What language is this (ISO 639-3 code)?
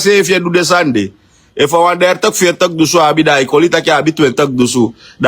srn